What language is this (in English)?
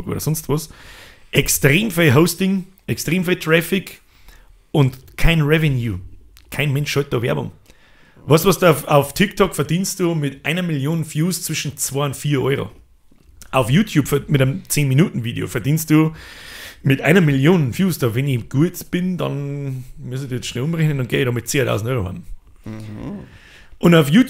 Bavarian